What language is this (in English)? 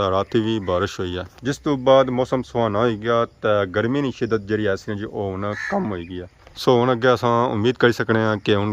Pahari-Potwari